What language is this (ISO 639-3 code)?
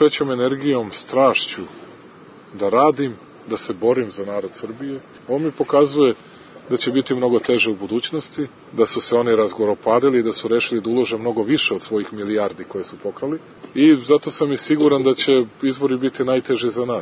srp